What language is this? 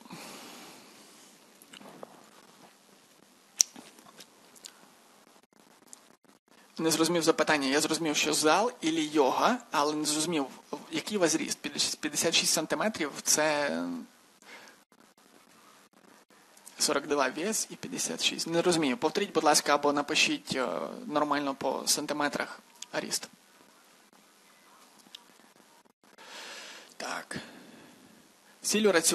Ukrainian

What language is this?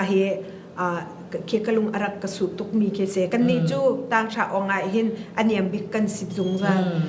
Falam Chin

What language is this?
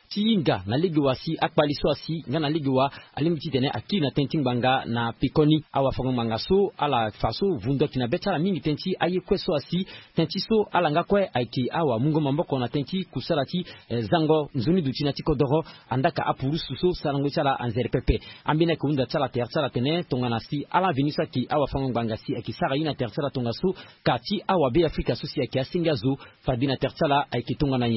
Sango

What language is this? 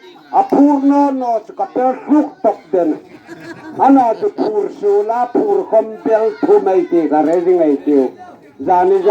Hmar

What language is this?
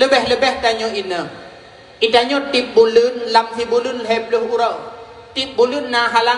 Achinese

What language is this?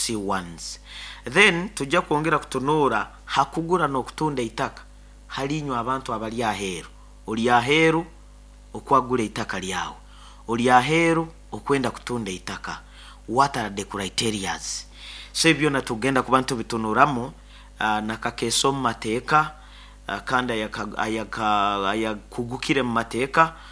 Nyoro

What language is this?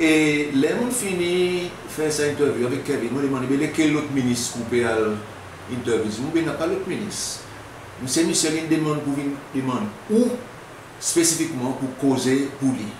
Seselwa Creole French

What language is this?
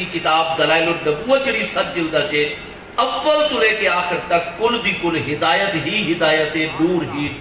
Saraiki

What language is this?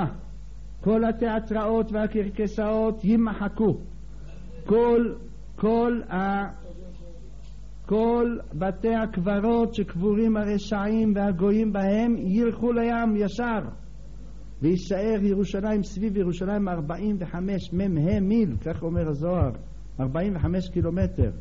Hebrew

